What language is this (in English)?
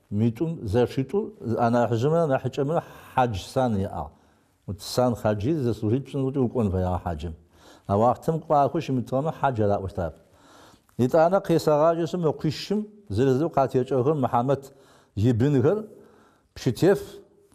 Adyghe